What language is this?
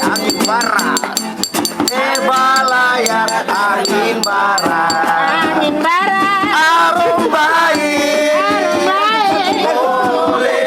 Ambonese Malay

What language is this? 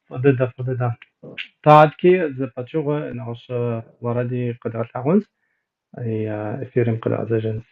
Kabardian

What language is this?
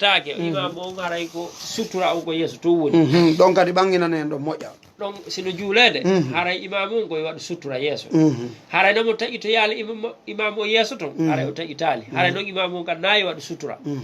Fula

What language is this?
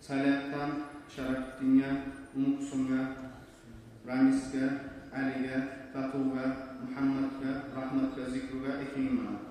Kumyk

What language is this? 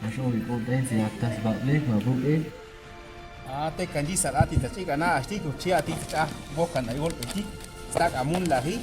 Chuj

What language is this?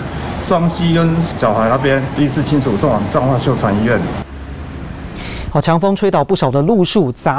Chinese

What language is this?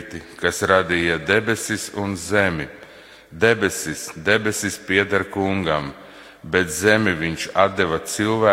Latvian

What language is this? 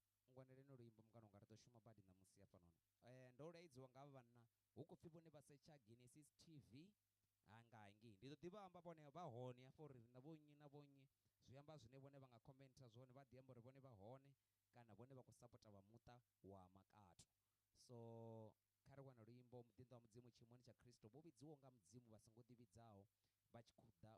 Venda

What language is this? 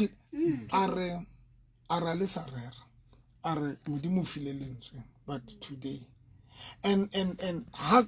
Southern Sotho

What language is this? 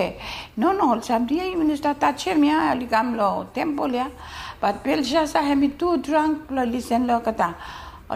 Bislama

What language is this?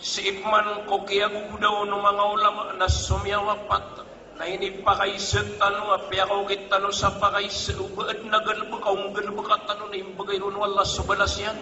Maranao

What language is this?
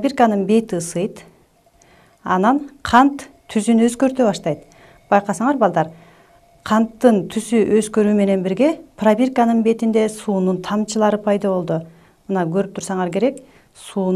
Kyrgyz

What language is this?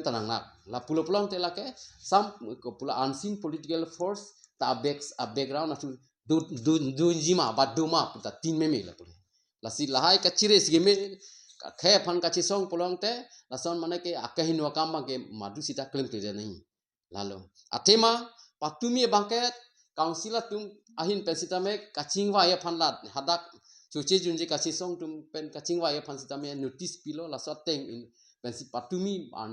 Karbi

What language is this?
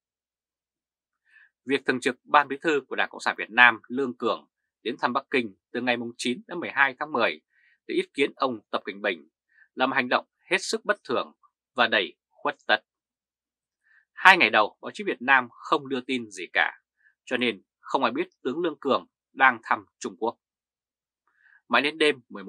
Vietnamese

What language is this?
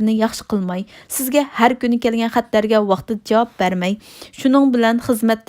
Uyghur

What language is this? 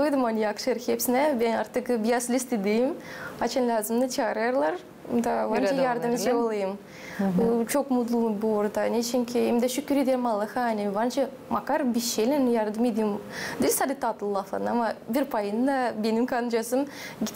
Gagauz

